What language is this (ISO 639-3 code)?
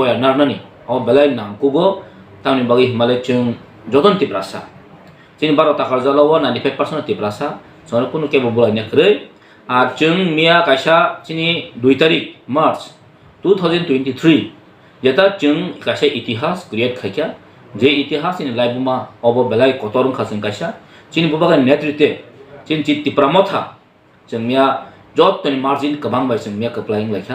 trp